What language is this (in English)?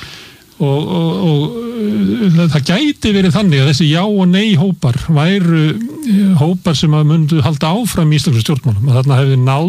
Icelandic